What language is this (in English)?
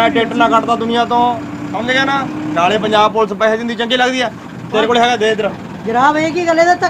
Punjabi